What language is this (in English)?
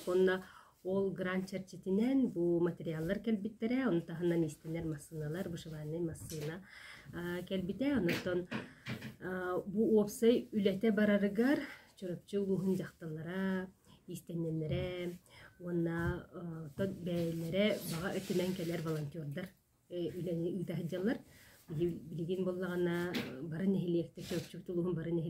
Yakut